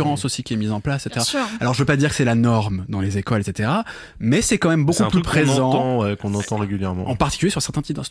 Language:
French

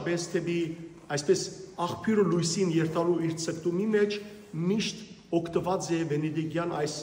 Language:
Western Armenian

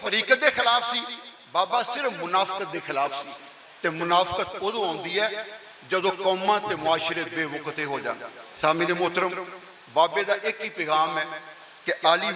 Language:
Western Panjabi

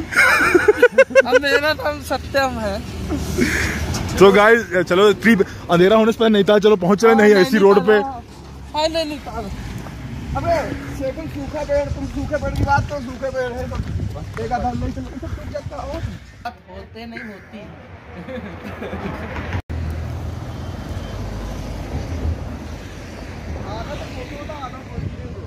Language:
Hindi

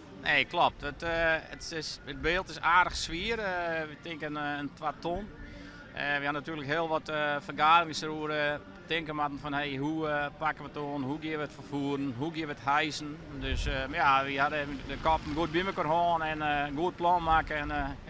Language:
Western Frisian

